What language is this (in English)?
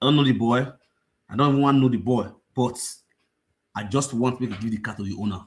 Nigerian Pidgin